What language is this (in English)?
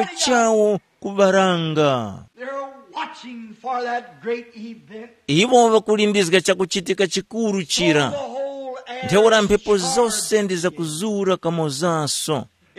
Tumbuka